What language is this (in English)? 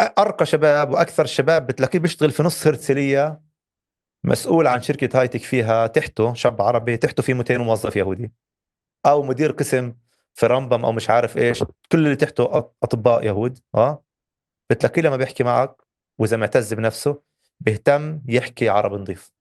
North Levantine Arabic